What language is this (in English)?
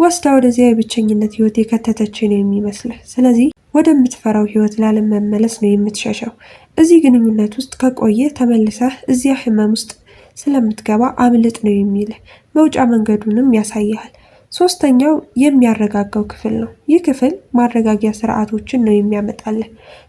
Amharic